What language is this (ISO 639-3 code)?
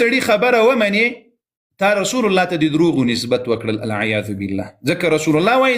pus